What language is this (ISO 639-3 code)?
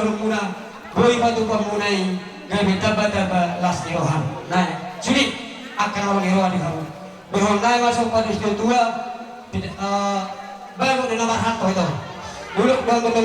bbc